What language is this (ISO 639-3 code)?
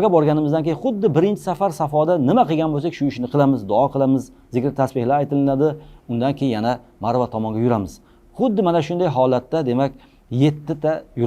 uzb